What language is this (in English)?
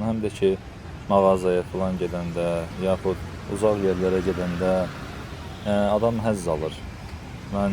Azerbaijani